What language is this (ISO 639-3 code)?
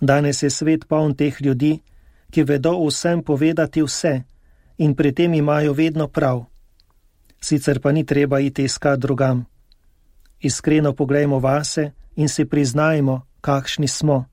slv